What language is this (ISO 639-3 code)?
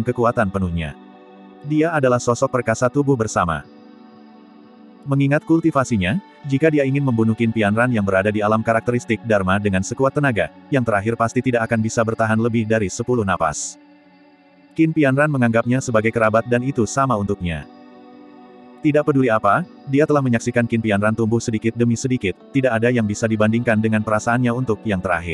ind